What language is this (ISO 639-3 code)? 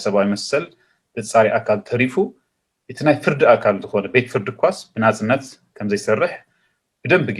tir